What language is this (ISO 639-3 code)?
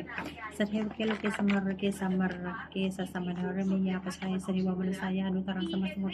pli